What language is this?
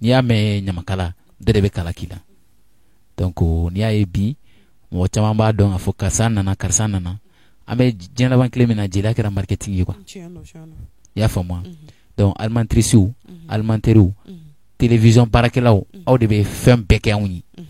Bambara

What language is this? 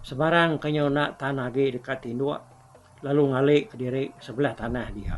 Iban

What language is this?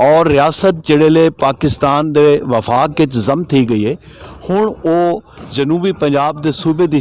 Saraiki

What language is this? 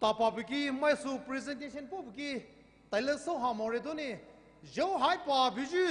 Poumei Naga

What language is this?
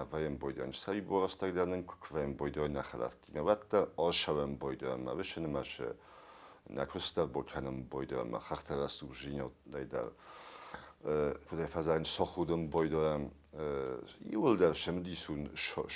Ossetic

